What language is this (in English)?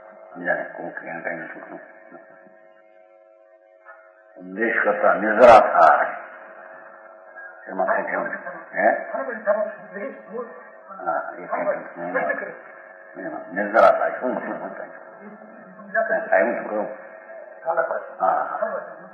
Gujarati